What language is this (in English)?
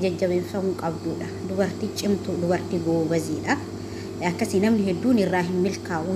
Oromo